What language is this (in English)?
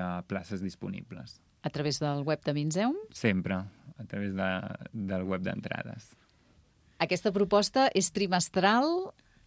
Catalan